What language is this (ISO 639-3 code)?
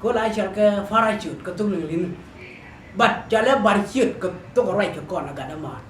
nus